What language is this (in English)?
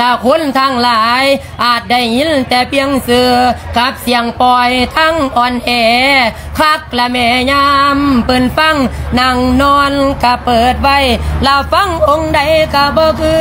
Lao